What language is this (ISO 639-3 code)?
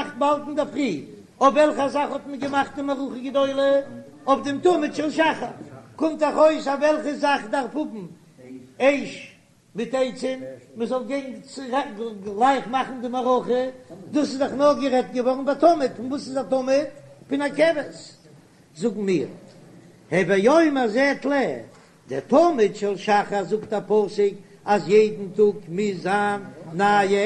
yid